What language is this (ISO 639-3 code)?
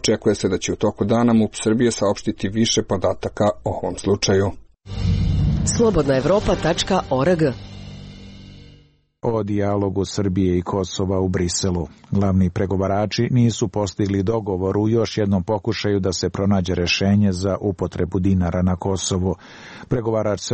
srp